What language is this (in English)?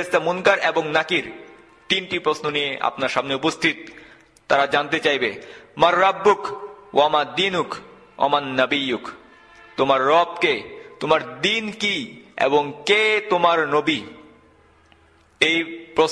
Bangla